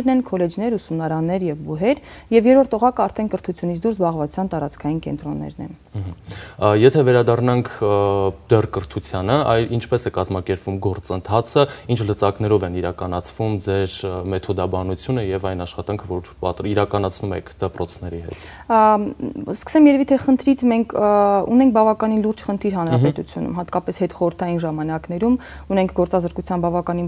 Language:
Armenian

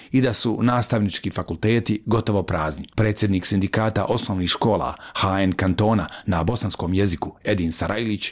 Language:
Bosnian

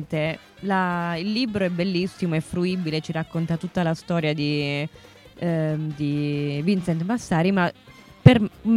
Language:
Italian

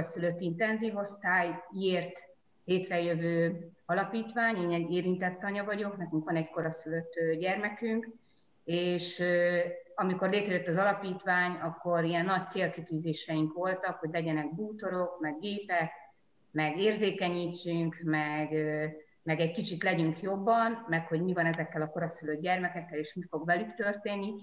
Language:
Hungarian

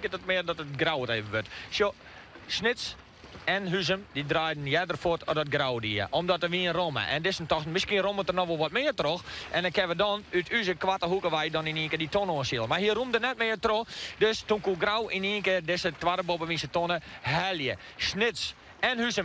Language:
Western Frisian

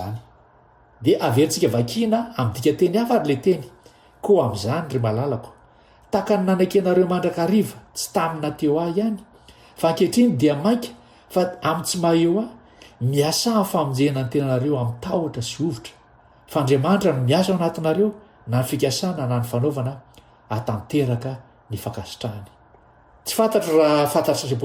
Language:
Malagasy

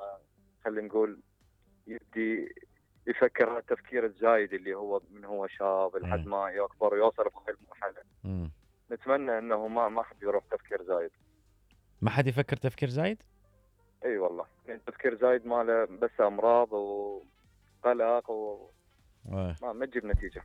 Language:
Mesopotamian Arabic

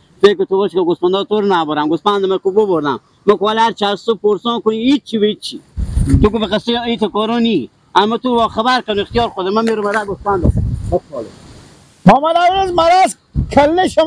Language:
Persian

